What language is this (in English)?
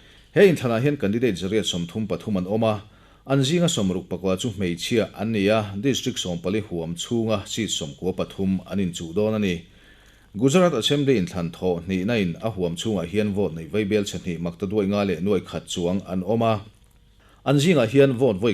Mizo